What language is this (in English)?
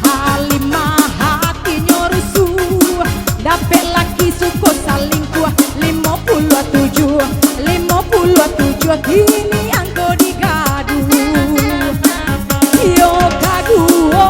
Minangkabau